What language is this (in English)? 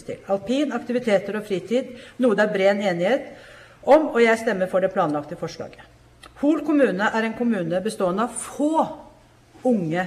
Norwegian